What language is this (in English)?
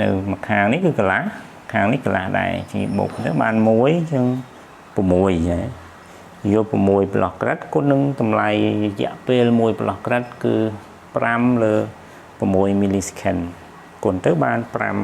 Khmer